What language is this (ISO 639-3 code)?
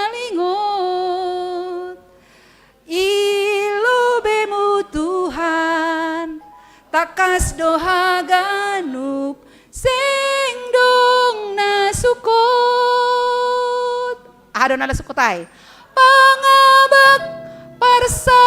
bts